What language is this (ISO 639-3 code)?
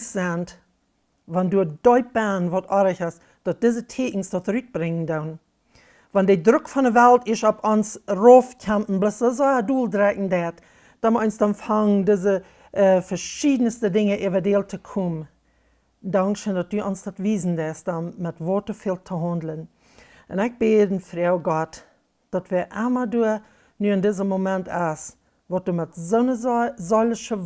pdt